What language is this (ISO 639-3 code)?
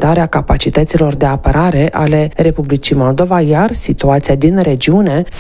ron